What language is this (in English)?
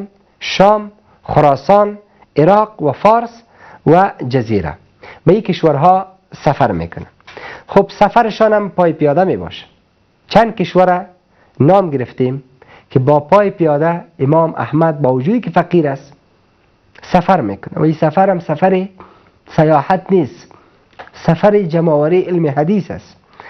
Persian